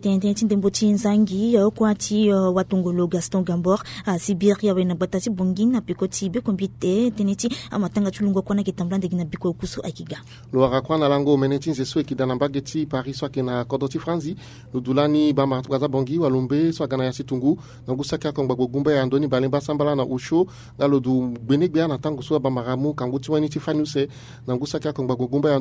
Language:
Sango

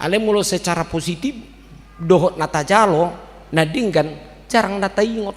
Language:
Batak Toba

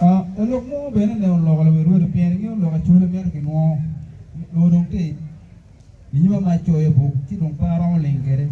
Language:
Acoli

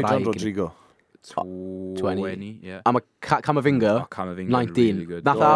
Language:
Welsh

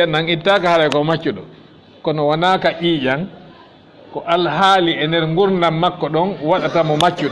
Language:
Fula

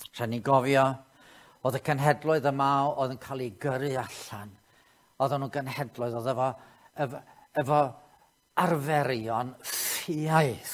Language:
Welsh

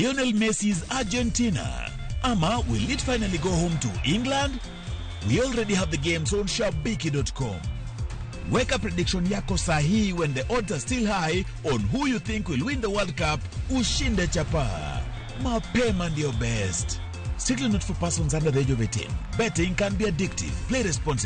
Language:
Luo (Kenya and Tanzania)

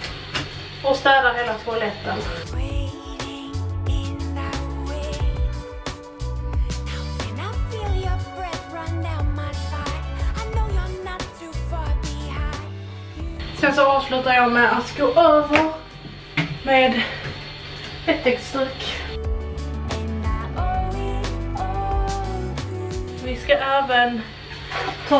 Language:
Swedish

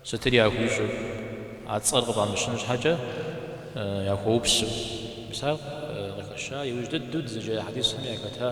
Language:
Kabardian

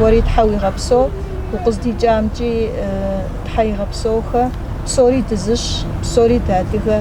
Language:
Kabardian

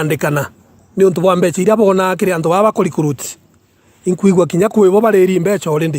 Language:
Meru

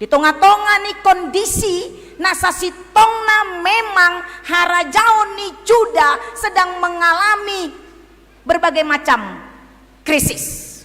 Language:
Batak Toba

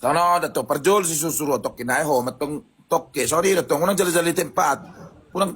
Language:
Batak Toba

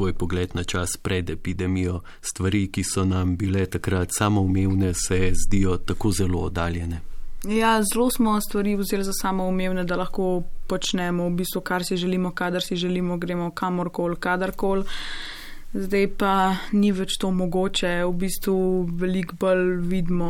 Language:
Slovenian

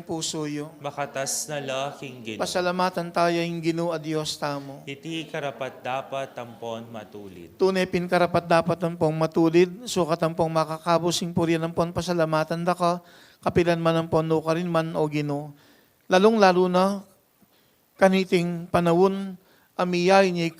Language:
Pampanga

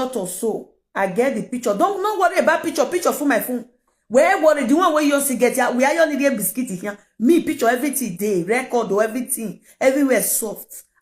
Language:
Nigerian Pidgin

